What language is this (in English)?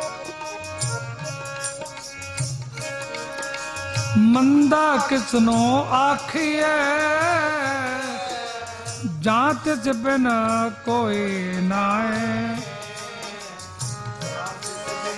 Punjabi